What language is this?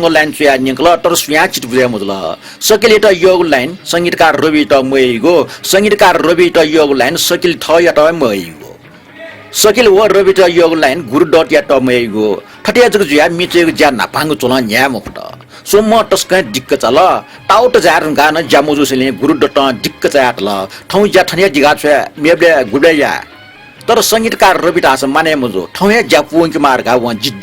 Newari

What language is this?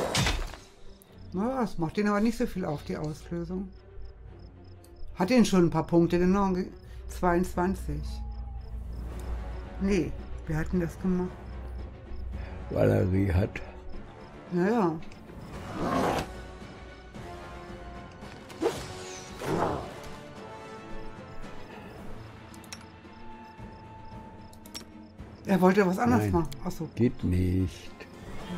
German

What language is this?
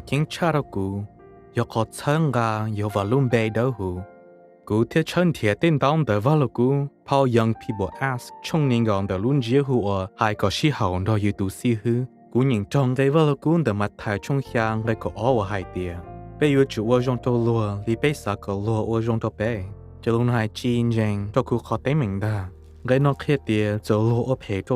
Hmong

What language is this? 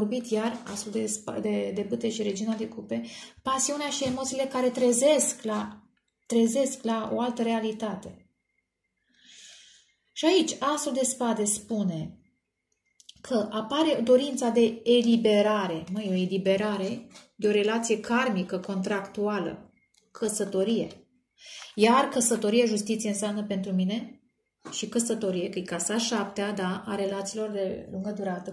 Romanian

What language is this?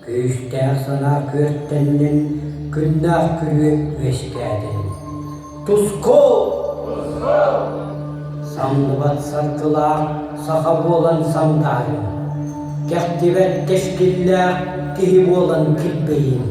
Yakut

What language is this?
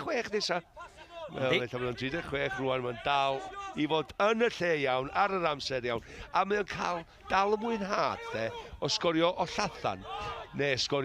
Welsh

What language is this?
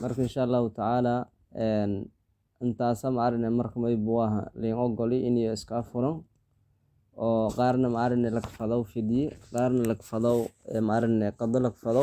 Somali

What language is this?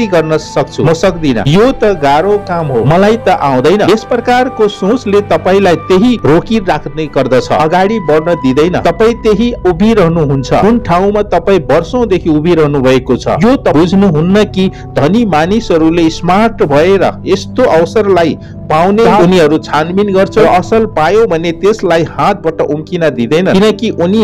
Nepali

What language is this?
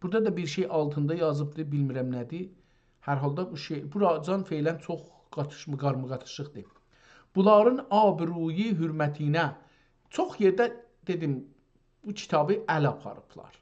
South Azerbaijani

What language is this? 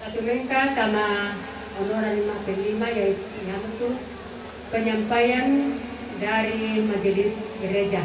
Toraja-Sa'dan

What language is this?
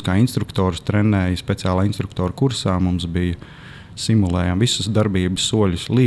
Latvian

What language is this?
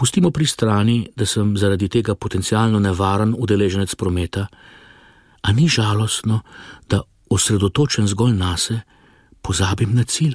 Slovenian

